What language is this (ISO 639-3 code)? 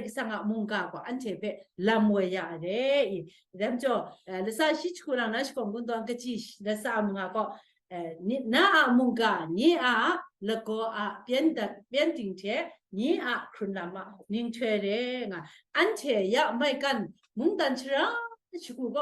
kac